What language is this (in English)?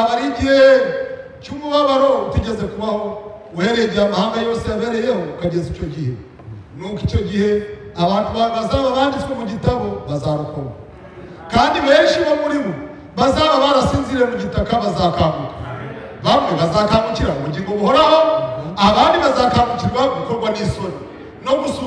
Kinyarwanda